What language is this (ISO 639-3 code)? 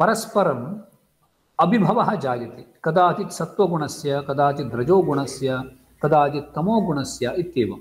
san